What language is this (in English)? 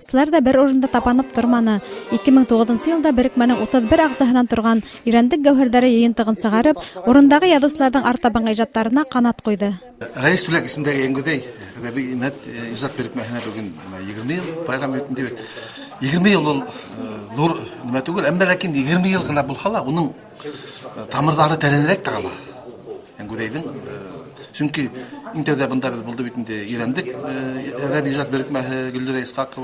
Bashkir